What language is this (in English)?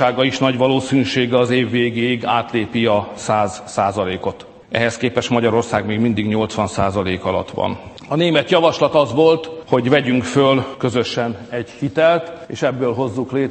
Hungarian